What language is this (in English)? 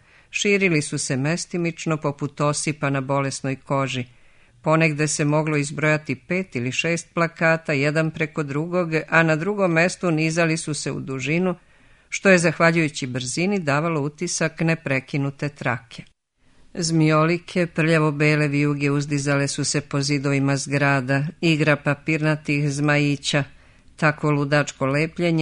Serbian